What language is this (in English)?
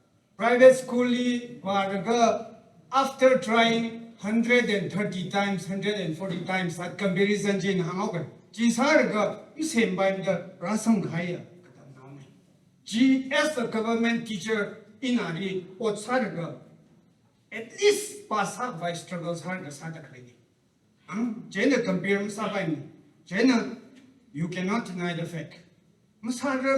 Tangkhul Naga (India)